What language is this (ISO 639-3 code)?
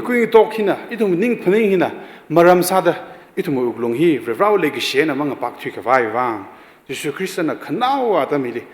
nmf